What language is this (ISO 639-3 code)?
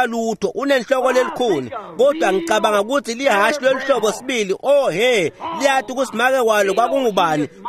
ssw